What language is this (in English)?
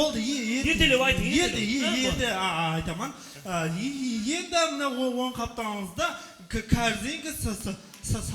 Kara-Kalpak